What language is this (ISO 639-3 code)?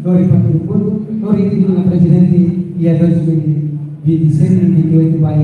tet